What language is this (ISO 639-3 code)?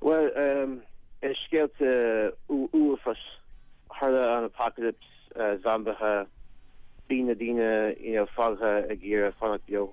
gle